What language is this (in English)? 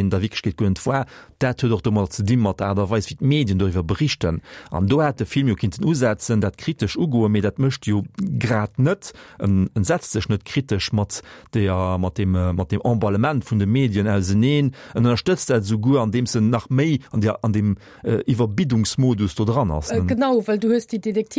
Luxembourgish